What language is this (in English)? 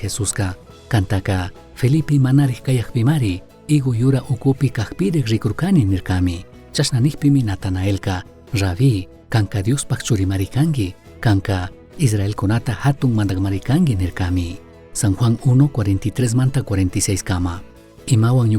Chimborazo Highland Quichua